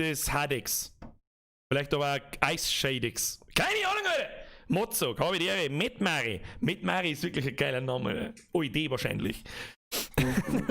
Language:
Bavarian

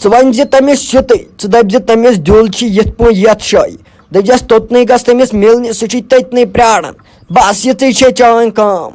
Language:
Kashmiri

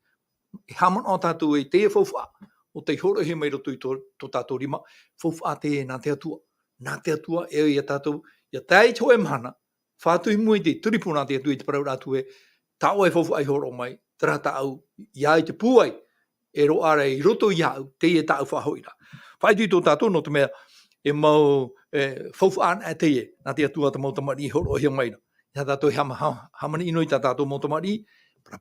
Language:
Tahitian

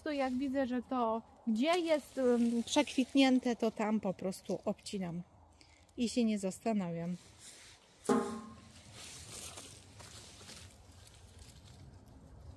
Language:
Polish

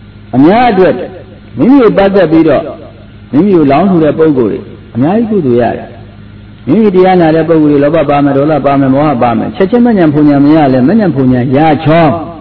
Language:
Burmese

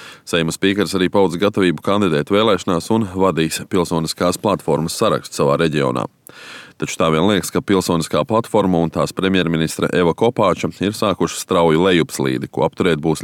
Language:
Latvian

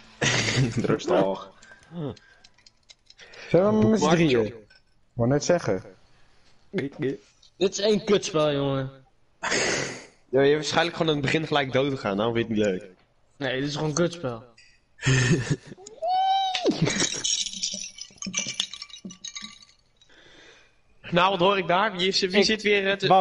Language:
Dutch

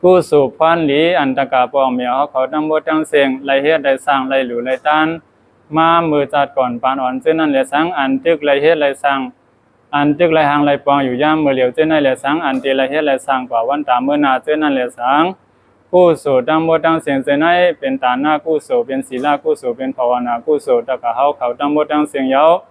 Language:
Shan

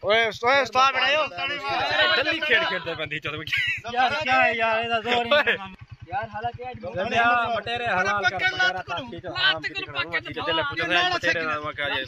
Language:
Saraiki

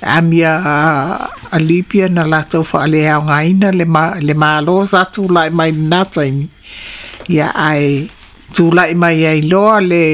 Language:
Samoan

